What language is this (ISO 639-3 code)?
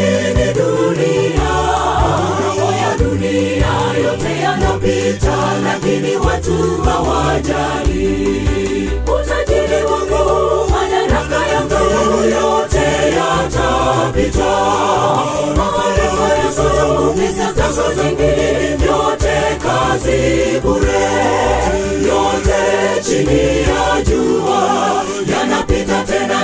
swa